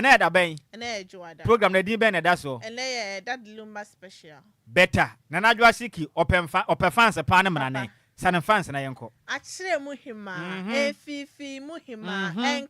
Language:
Akan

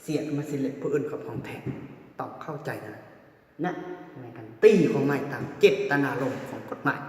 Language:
Lao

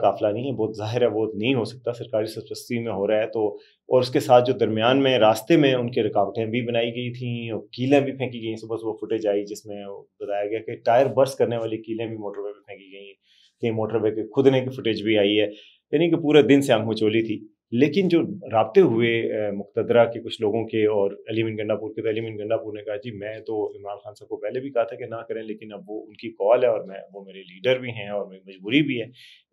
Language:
Urdu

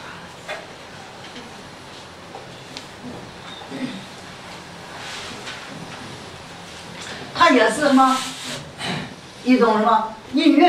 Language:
Chinese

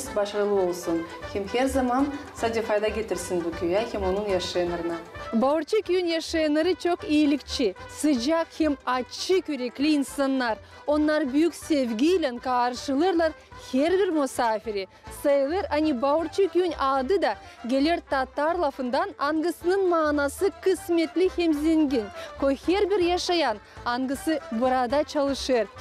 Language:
Gagauz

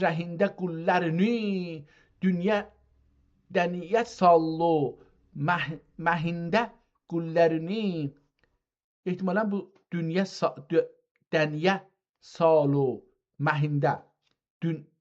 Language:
South Azerbaijani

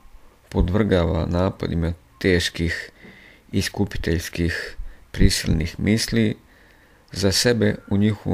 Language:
Croatian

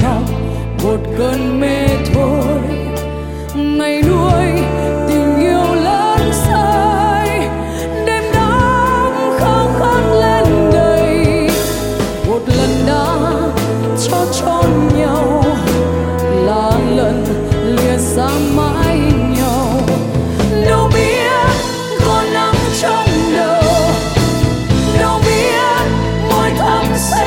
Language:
Vietnamese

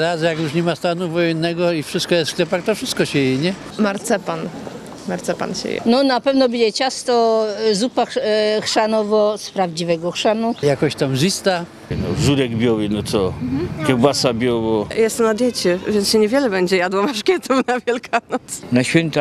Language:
Silesian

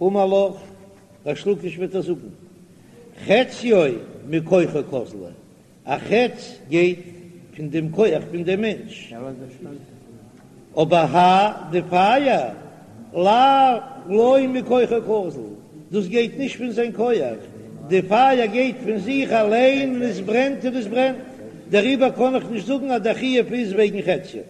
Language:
Yiddish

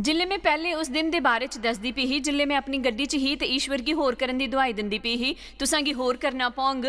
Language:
Dogri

